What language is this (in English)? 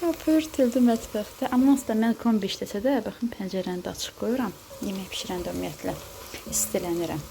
Azerbaijani